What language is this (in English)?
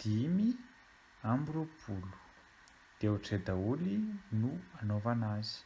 Malagasy